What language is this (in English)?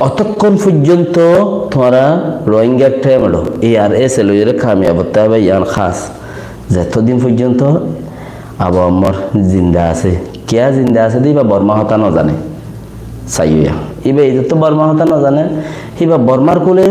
Rohingya